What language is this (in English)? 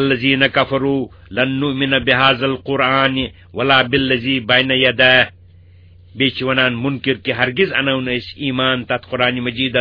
Kashmiri